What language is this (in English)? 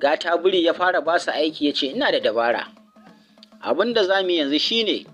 Hausa